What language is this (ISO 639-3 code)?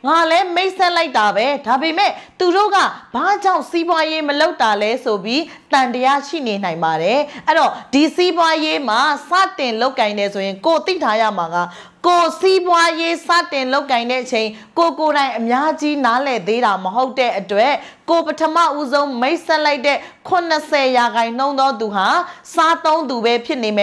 mya